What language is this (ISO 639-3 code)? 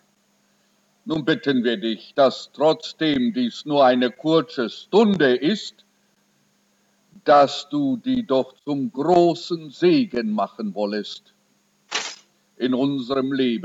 deu